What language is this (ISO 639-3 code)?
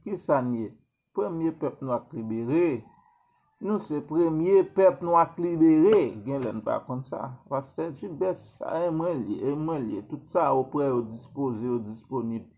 hat